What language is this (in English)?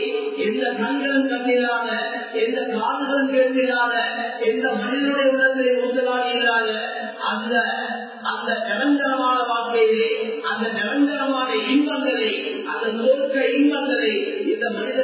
Tamil